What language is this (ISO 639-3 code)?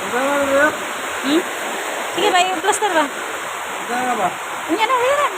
ceb